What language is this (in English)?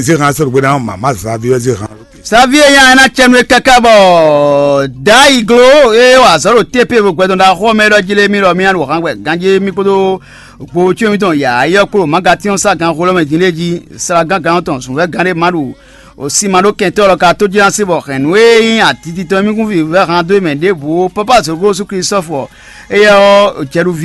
Fon